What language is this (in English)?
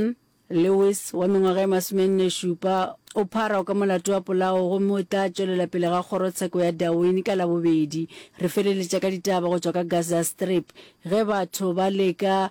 Northern Sotho